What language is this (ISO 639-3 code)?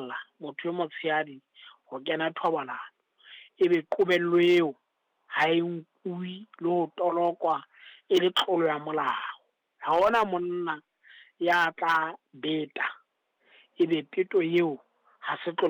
sot